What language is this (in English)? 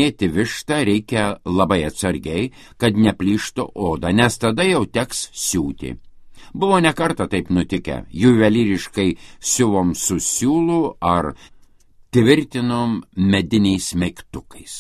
Lithuanian